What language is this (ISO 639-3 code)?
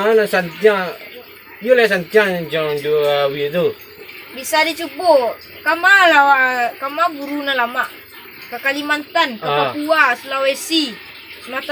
min